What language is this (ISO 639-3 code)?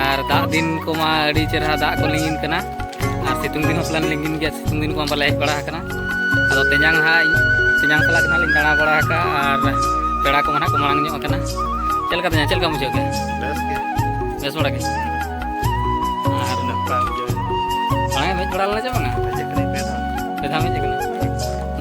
sat